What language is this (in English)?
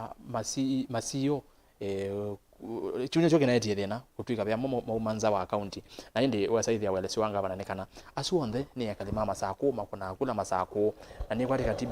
Kamba